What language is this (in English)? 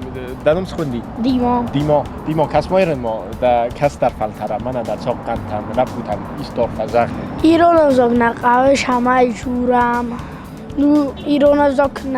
Ossetic